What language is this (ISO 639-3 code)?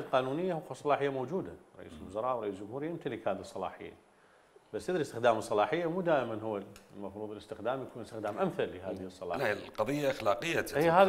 acm